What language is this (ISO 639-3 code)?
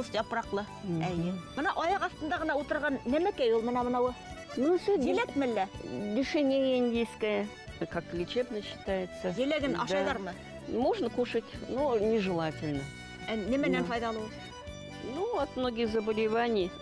bak